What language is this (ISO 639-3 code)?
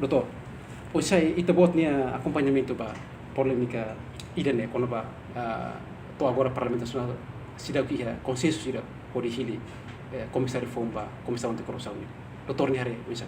tet